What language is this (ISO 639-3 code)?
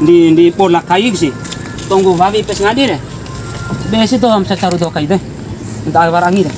bhp